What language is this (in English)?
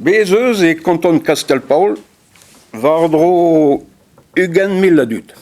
Breton